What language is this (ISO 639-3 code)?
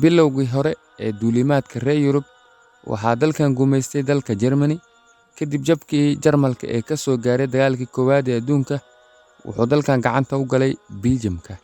som